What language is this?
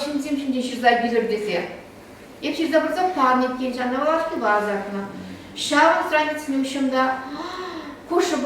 Chuvash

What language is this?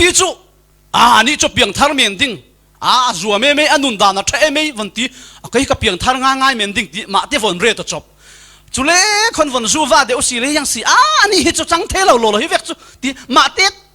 Falam Chin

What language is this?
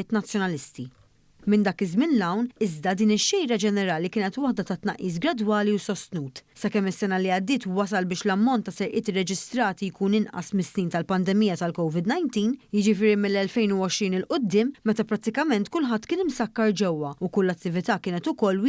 Maltese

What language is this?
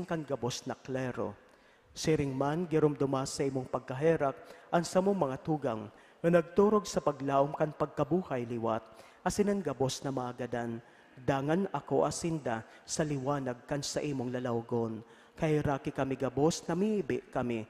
Bikol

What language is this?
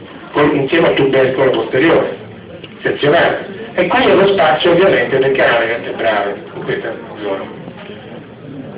Italian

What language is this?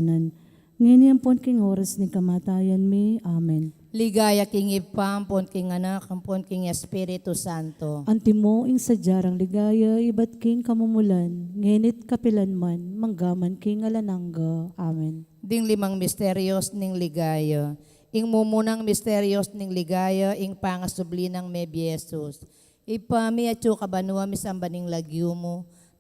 Pampanga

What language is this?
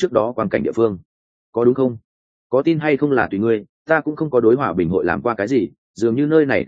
Vietnamese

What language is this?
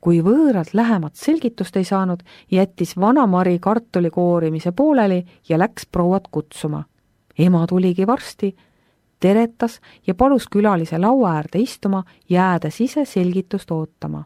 Estonian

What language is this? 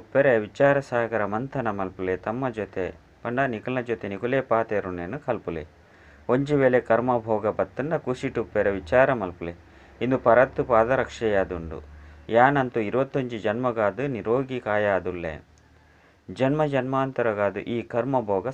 Tulu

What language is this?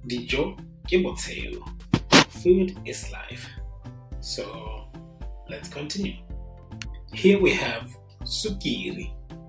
Tswana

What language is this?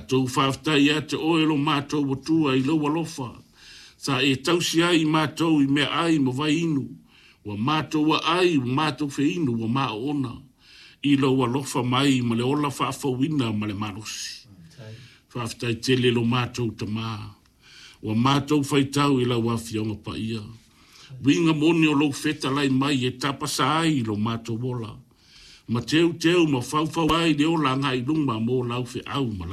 Samoan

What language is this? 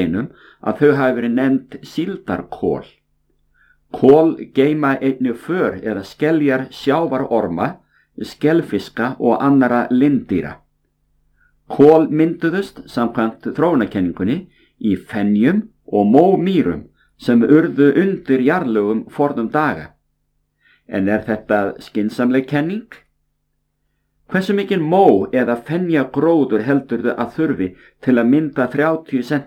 Icelandic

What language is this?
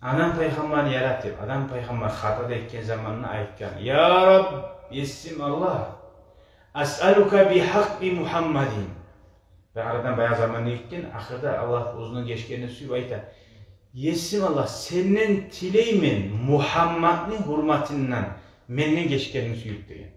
Kumyk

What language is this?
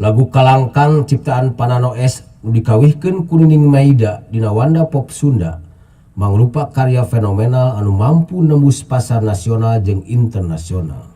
Sundanese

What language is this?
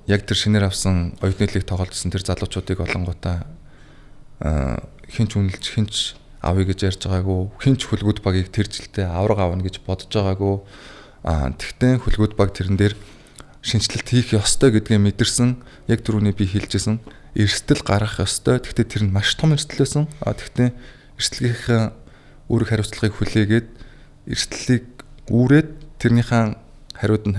Mongolian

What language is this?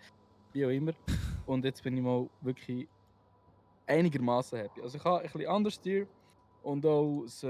Swiss German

